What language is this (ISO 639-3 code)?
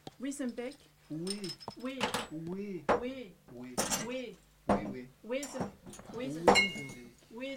fra